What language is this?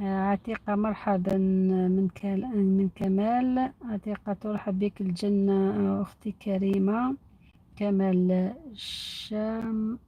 Algerian Arabic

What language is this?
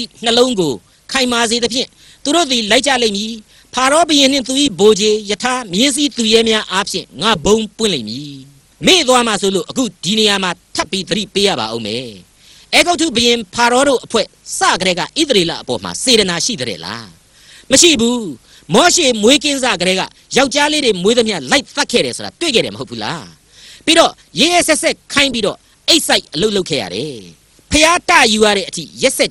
Burmese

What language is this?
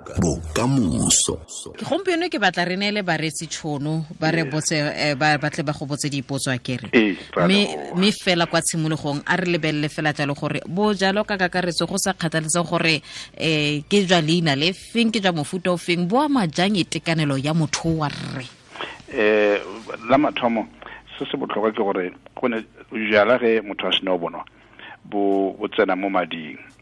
Northern Sotho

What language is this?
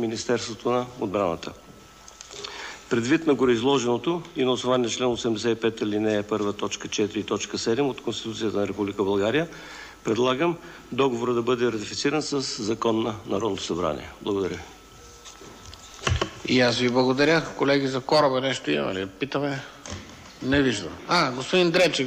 Bulgarian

